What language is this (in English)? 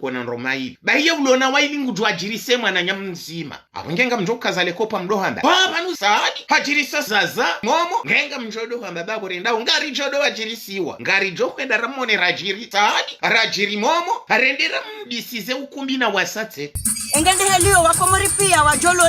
Ngazidja Comorian